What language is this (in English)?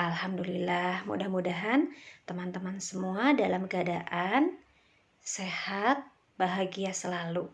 Sundanese